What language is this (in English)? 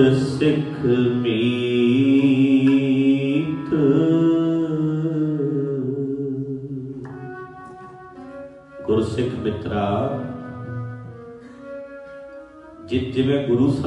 Punjabi